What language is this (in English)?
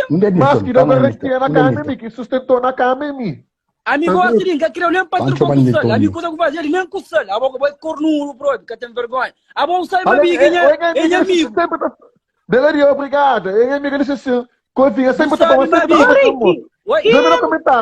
Kabuverdianu